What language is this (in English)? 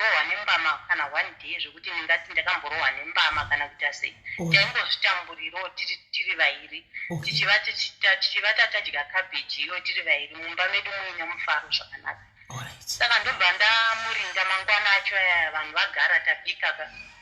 Shona